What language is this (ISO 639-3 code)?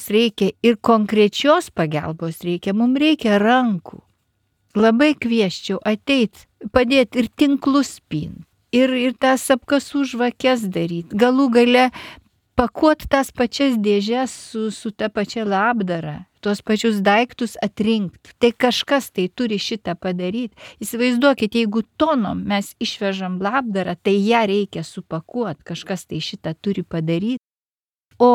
lit